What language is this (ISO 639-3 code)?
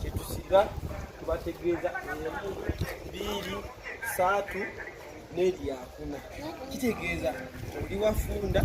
lug